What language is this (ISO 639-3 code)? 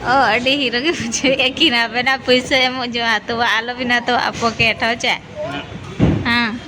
sat